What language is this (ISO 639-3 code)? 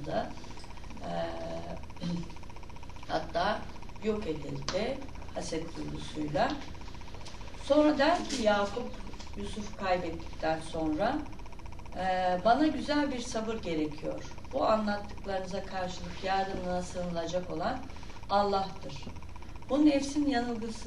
tur